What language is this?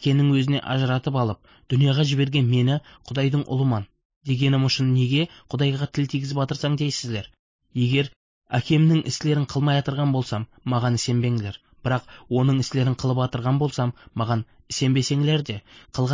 Kara-Kalpak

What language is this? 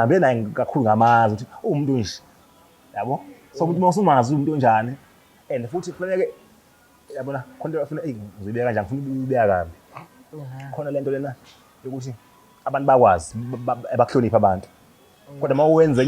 Zulu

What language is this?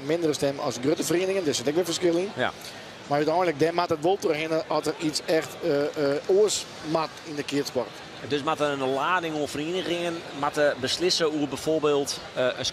Western Frisian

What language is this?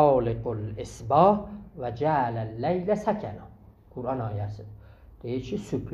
South Azerbaijani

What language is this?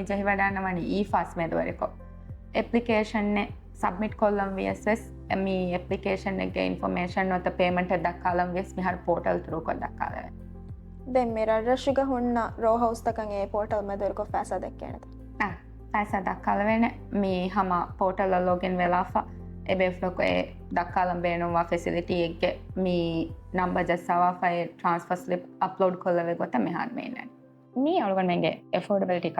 Divehi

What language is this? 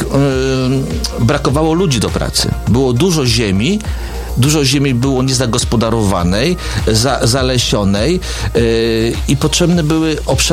Polish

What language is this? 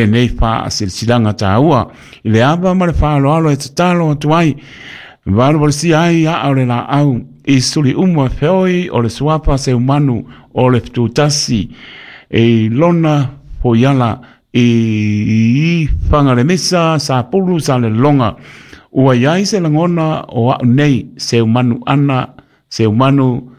Samoan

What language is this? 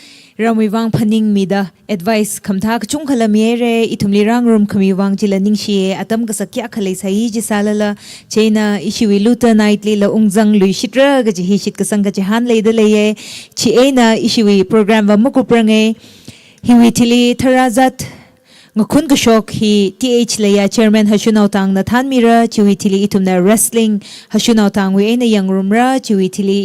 Tangkhul Naga (India)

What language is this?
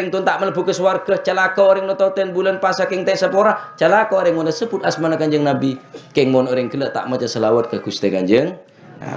Madurese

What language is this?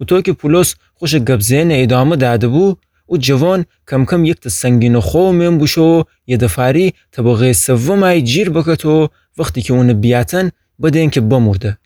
Gilaki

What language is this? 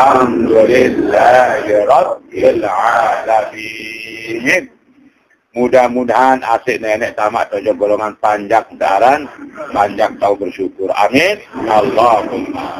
Sasak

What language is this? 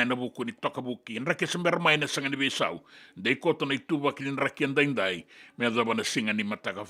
Fijian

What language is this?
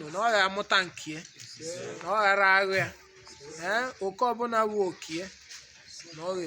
Igbo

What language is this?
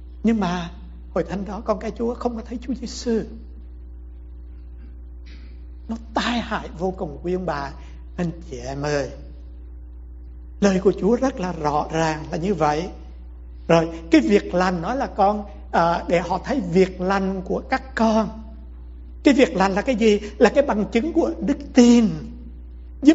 Vietnamese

